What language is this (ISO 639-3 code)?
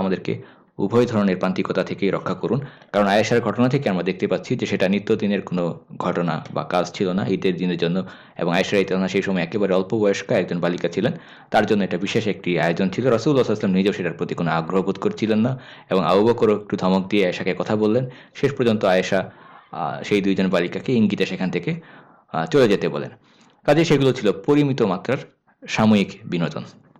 ben